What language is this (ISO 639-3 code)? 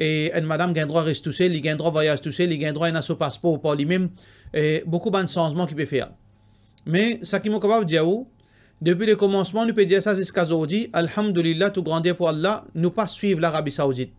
mfe